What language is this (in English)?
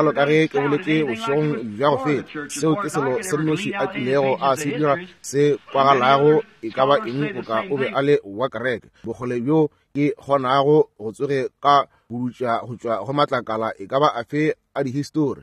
Northern Sotho